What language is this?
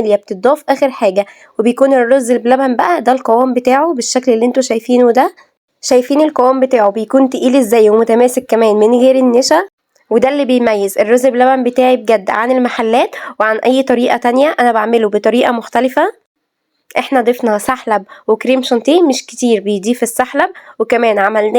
Egyptian Arabic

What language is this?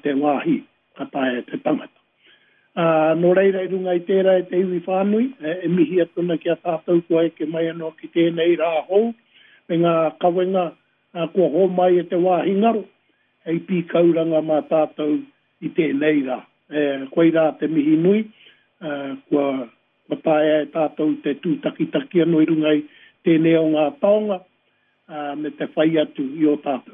Māori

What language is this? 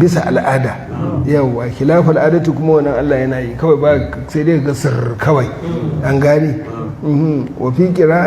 Hausa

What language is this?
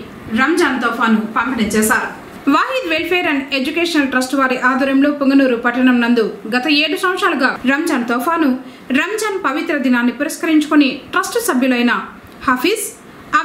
Telugu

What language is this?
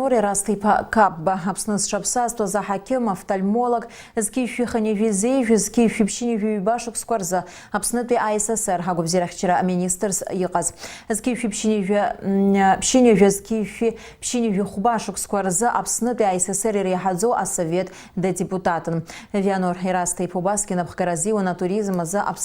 Abkhazian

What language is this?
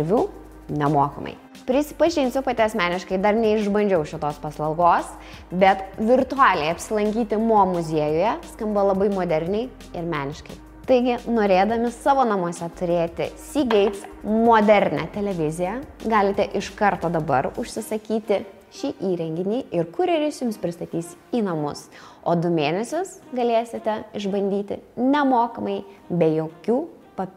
Lithuanian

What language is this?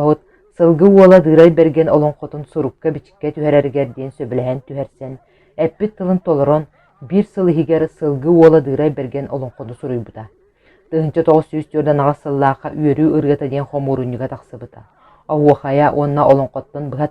Yakut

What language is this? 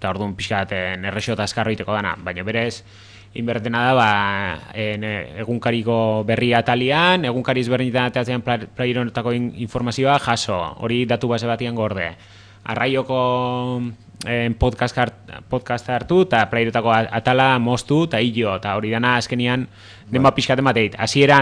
Basque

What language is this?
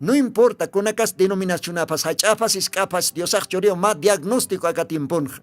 Aymara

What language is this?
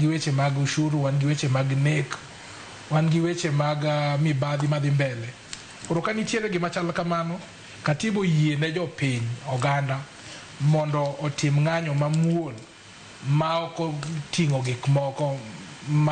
Luo (Kenya and Tanzania)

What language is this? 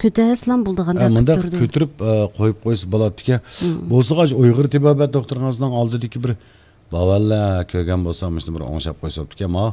Uyghur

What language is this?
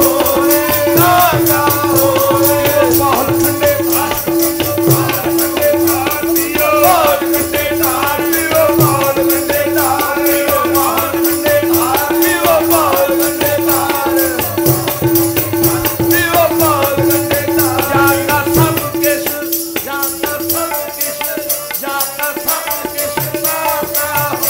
Punjabi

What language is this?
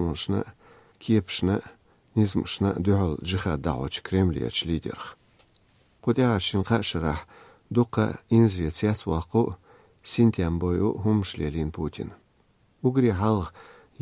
Chechen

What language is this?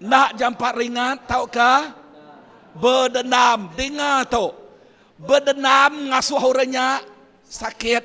Iban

